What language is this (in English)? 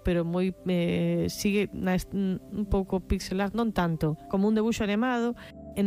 Galician